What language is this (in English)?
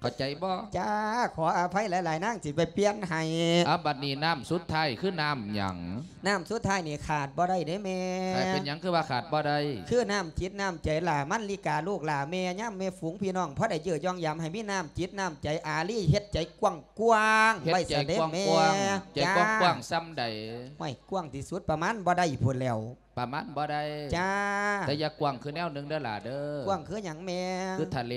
Lao